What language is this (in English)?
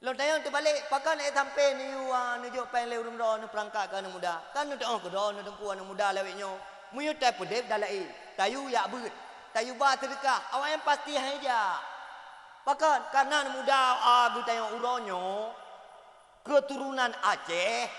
Achinese